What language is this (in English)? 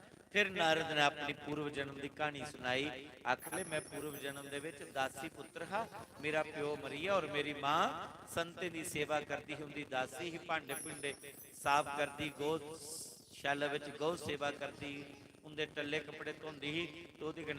Dogri